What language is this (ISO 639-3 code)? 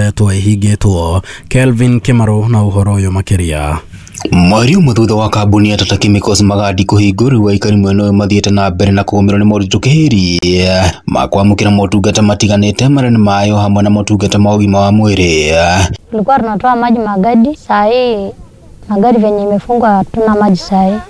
kik